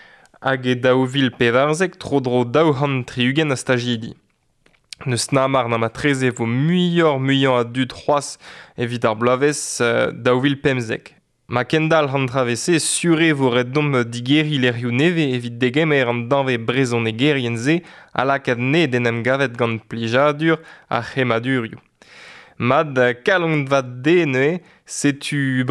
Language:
Breton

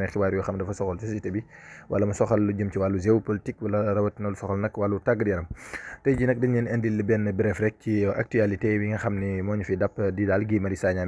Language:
Wolof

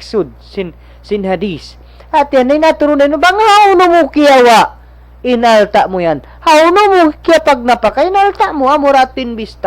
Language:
Tausug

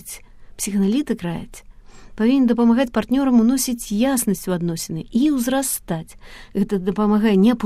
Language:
Belarusian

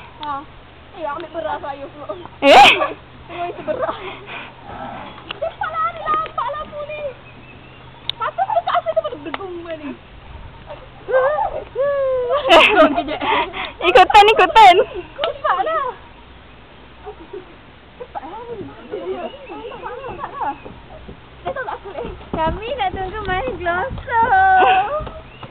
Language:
Malay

